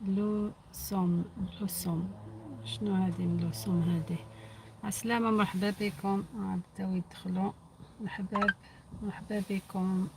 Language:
Algerian Arabic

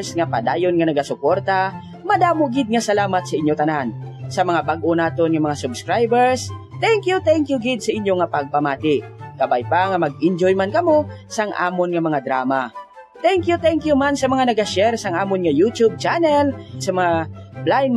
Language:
Hiligaynon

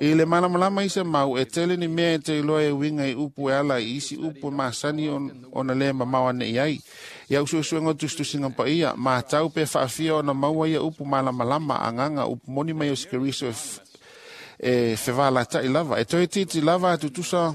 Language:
Samoan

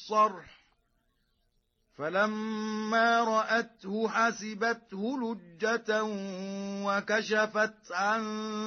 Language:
Arabic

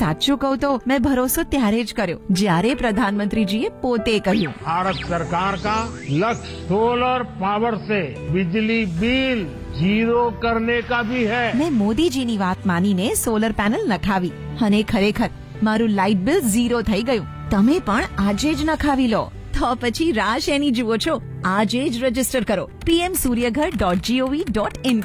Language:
Gujarati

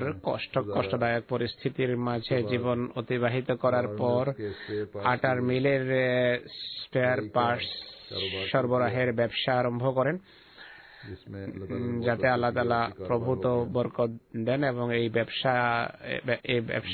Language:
Bangla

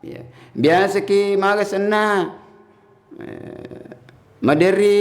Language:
Buginese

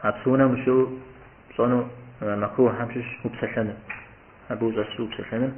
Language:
Kabardian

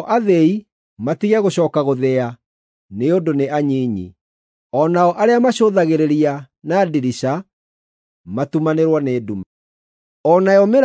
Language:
Kikuyu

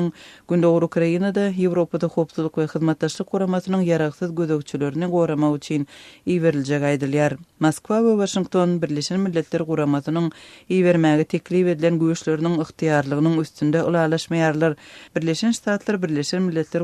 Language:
Turkmen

